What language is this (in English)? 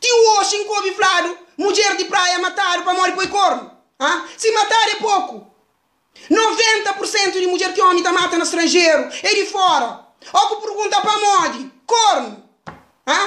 Kabuverdianu